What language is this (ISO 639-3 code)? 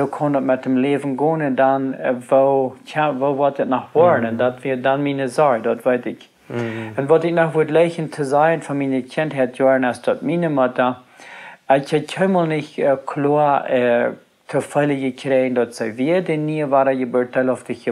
pdt